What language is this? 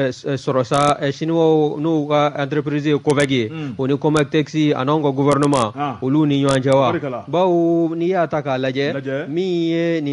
Bambara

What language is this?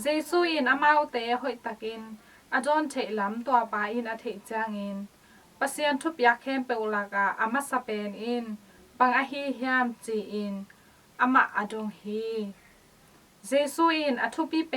Tedim Chin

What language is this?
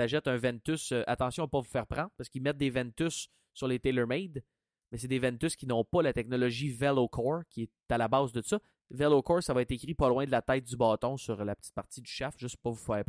French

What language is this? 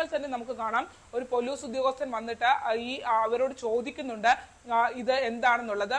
Malayalam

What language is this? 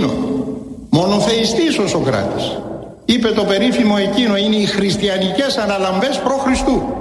Greek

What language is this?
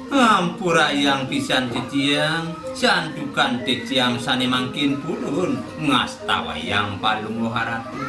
Balinese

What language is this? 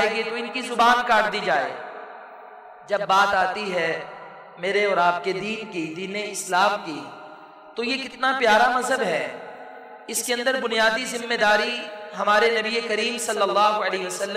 Urdu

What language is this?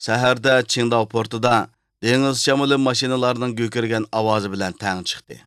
Uyghur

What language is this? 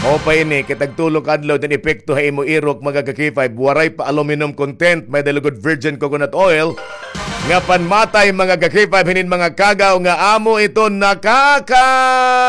Waray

